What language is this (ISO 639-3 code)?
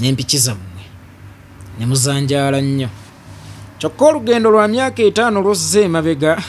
lug